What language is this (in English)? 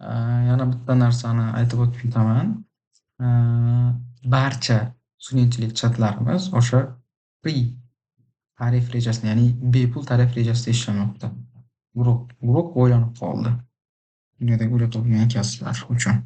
Uzbek